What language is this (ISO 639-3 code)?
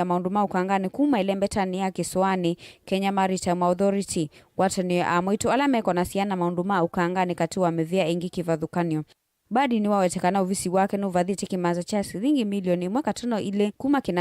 kam